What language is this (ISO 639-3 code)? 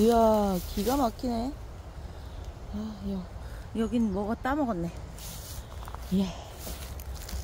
kor